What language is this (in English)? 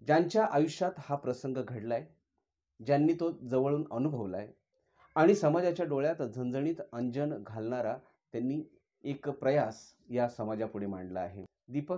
Marathi